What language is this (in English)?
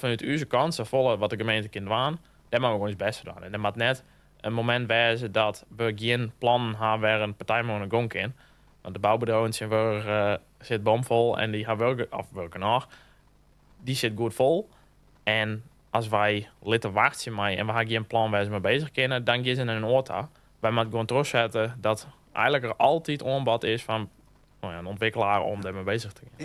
Western Frisian